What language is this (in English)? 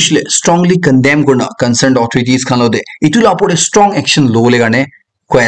Naga Pidgin